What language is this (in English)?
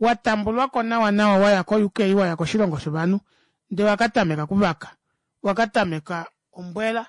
Kuanyama